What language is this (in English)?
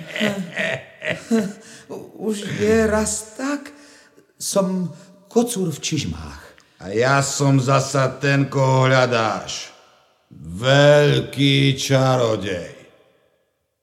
Slovak